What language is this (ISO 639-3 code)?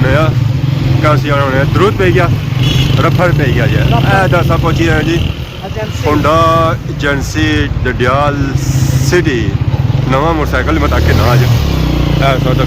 phr